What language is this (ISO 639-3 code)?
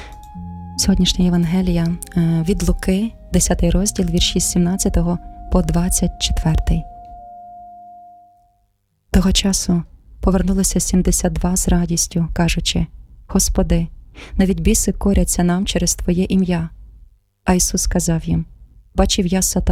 ukr